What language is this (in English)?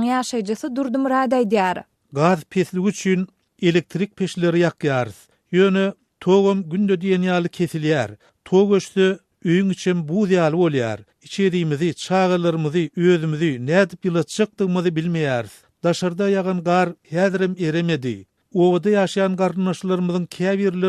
Turkmen